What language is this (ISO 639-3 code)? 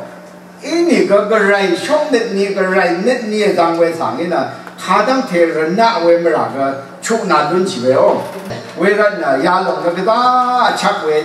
raw